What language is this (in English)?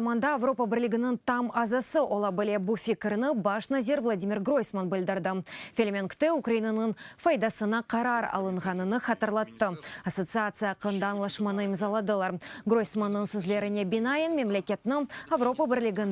Crimean Tatar